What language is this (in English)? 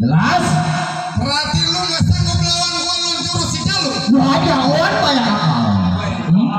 Betawi